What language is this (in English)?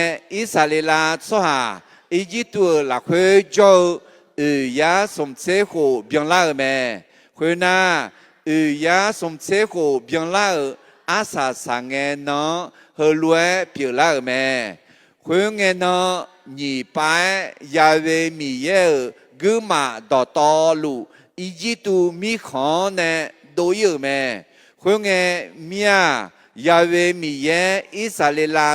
Akha